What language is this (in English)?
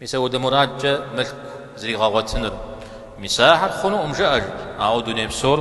Kabardian